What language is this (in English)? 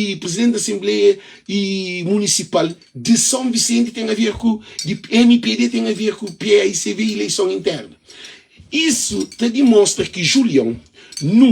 Kabuverdianu